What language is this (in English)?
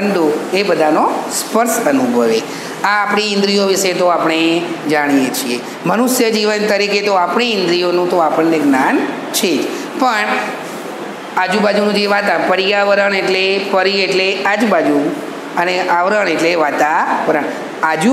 Gujarati